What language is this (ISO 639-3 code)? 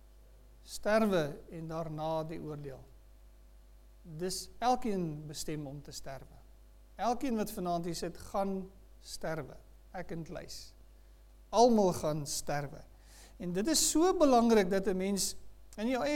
afr